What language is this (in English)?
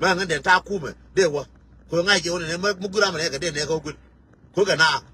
Nuer